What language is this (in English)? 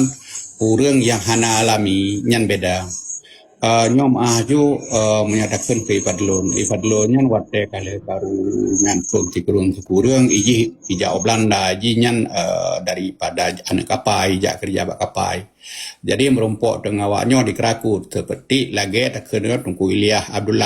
Achinese